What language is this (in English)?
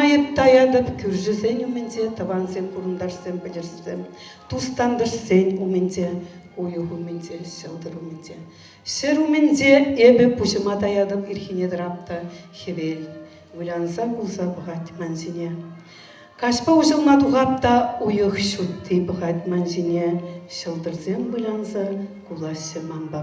Chuvash